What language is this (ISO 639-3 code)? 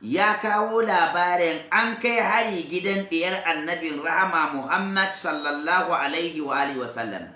hau